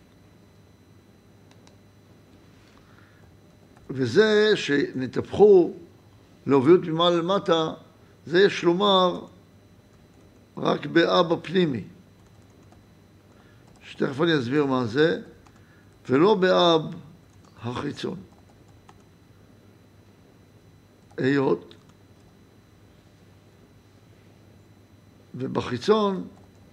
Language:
Hebrew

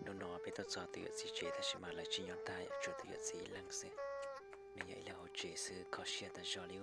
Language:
Hmong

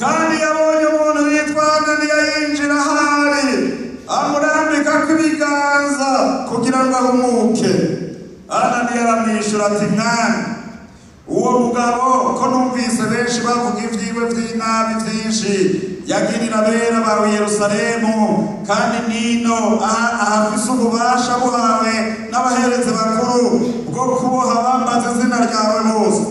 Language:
Rundi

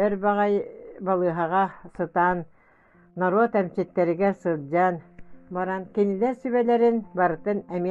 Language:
Yakut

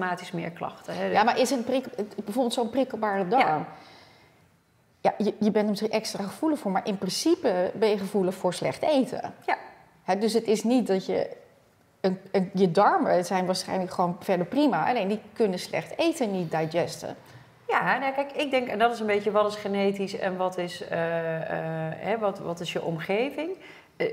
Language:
Dutch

